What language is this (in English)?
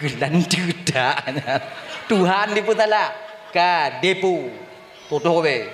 Achinese